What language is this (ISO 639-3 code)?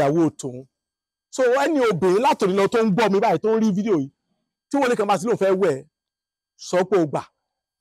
yor